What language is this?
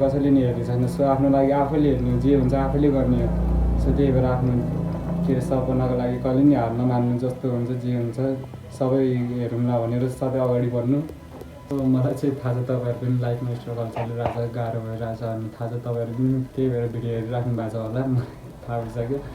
Nepali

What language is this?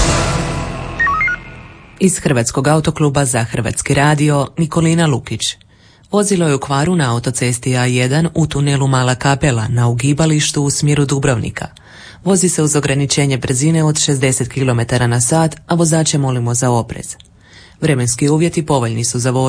Croatian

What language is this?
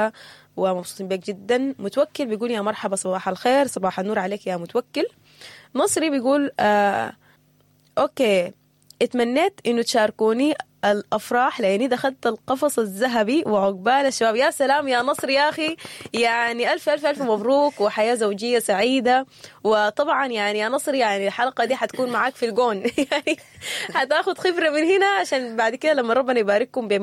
Sudanese Arabic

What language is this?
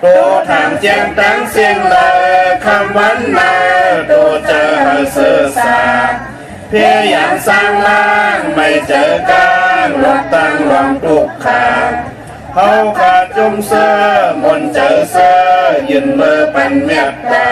Shan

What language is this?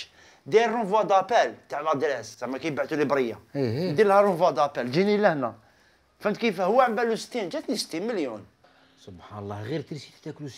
Algerian Arabic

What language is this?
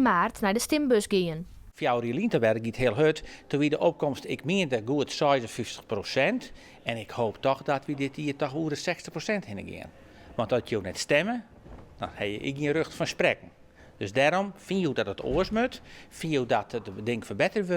Western Frisian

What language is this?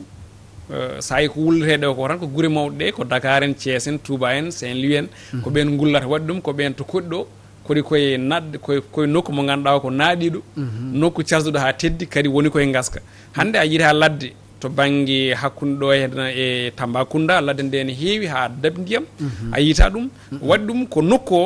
Fula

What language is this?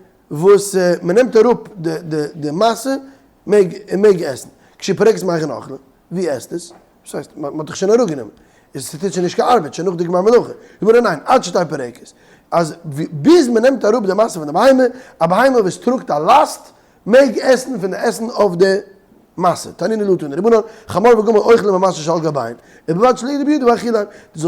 Yiddish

